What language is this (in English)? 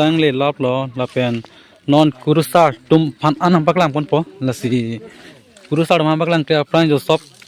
Karbi